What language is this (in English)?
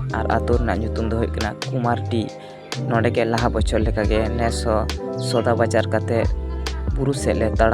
Santali